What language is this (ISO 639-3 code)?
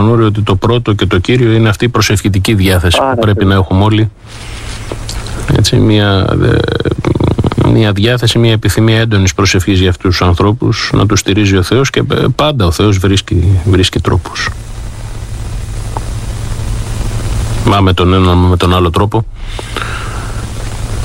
ell